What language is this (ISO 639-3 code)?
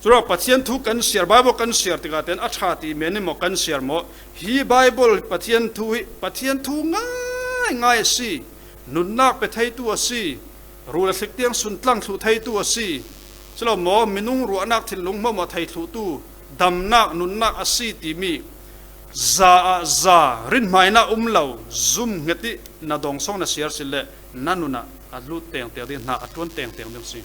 cfm